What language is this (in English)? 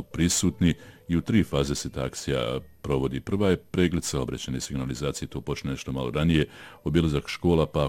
Bosnian